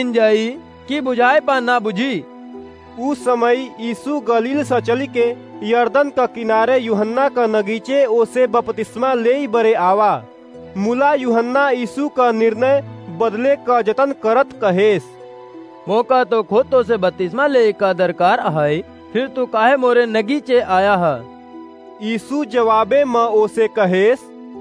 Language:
Awadhi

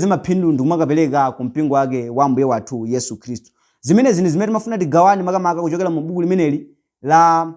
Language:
Nyanja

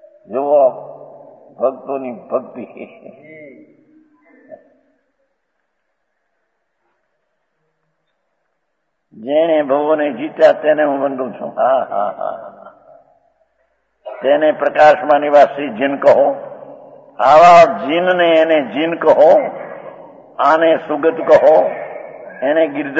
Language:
Gujarati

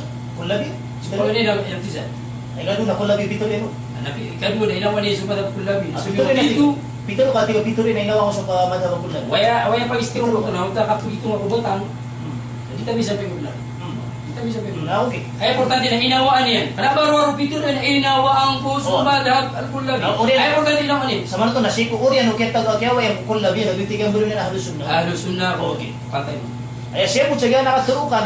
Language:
Maranao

